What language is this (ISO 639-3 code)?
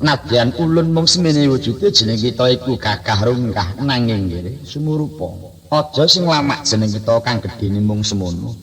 jav